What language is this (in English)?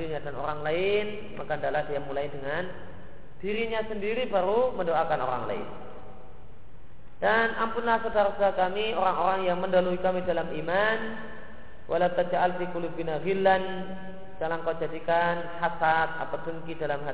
Indonesian